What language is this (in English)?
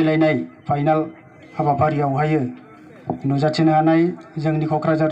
Bodo